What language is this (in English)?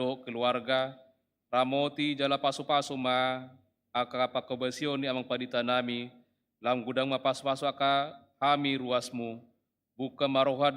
Batak Toba